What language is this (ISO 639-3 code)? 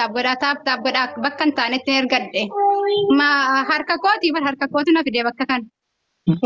orm